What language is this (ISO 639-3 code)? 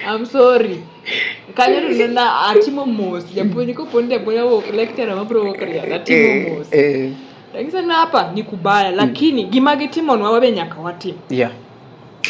luo